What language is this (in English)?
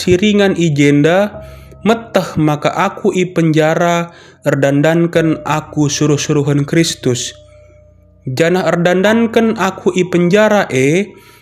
Batak Karo